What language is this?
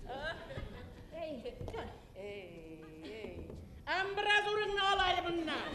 Bashkir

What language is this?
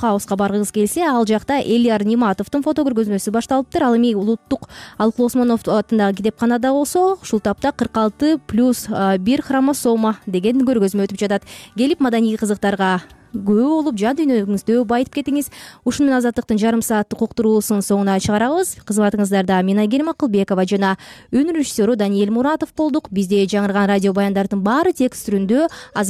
Kyrgyz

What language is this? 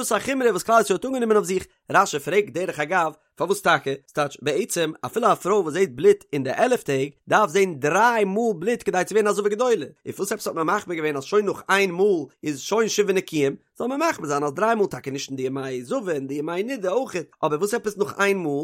Yiddish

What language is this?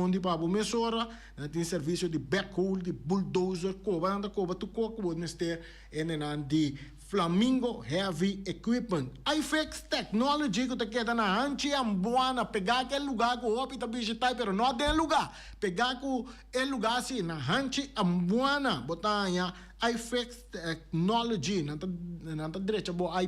Papiamento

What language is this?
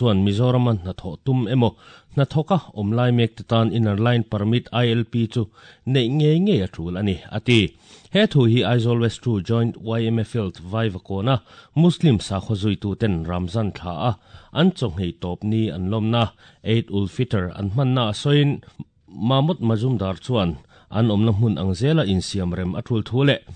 Mizo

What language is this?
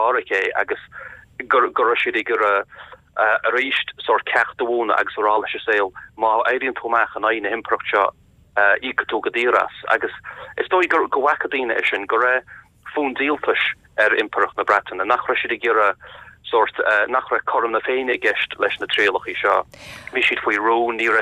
Irish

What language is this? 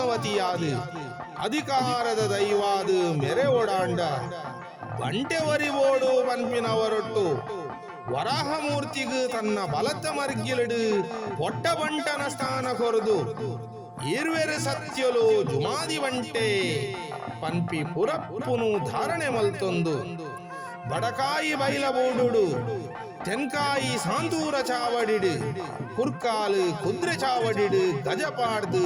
Tulu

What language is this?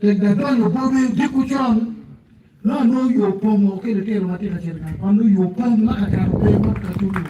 Acoli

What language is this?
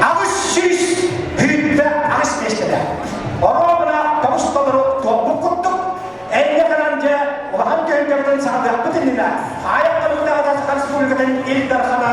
Yakut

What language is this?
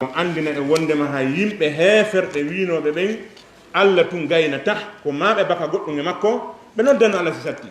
Fula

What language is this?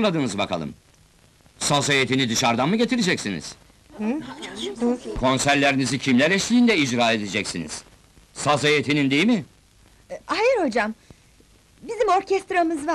Turkish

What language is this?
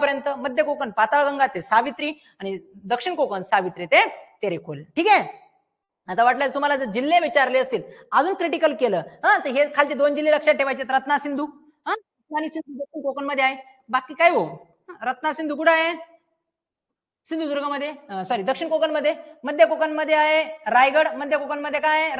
Marathi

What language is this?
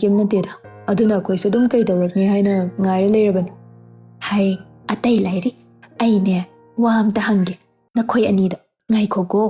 Manipuri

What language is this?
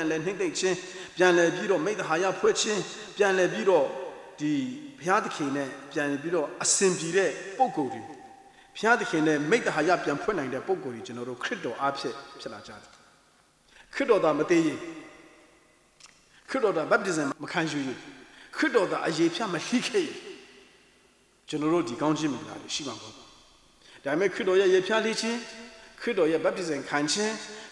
Burmese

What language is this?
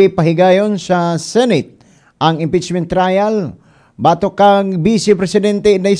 Cebuano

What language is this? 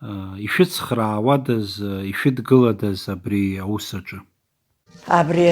Abkhazian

